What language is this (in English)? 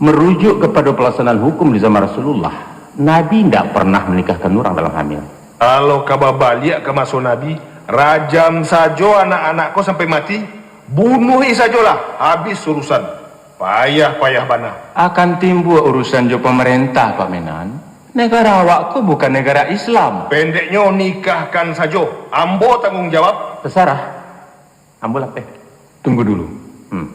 Minangkabau